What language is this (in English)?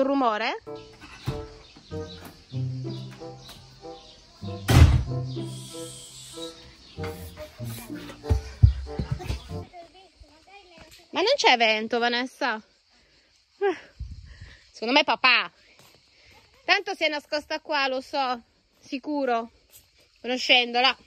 Italian